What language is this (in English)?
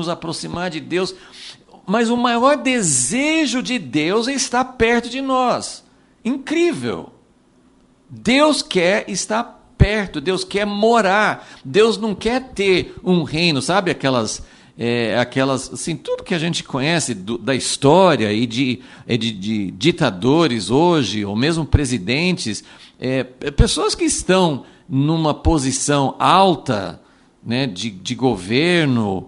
Portuguese